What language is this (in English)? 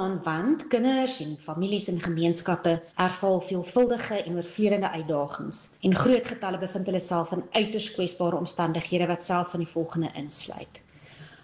Afrikaans